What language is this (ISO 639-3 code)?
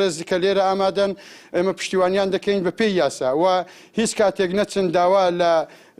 ckb